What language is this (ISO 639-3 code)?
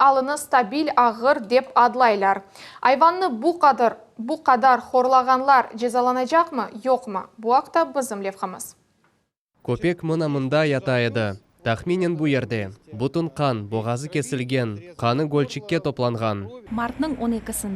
crh